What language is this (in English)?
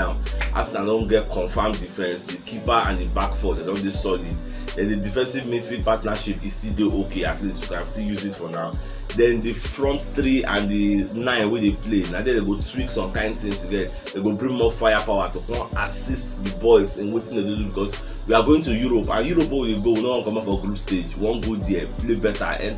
Nigerian Pidgin